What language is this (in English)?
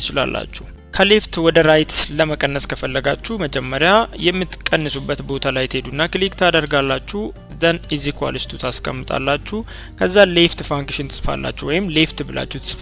Amharic